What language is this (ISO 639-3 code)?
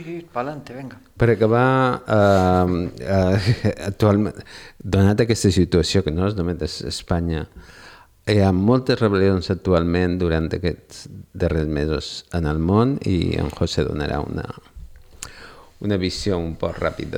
cat